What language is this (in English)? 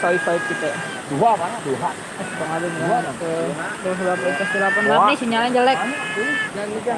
Betawi